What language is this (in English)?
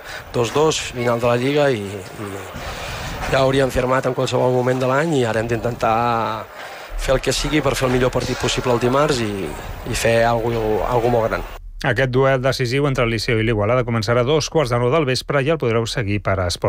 Catalan